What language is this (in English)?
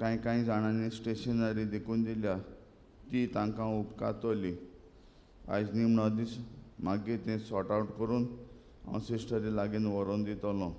Konkani